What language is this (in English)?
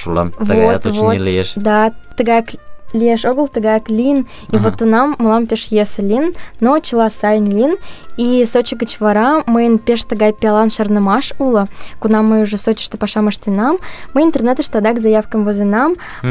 Mari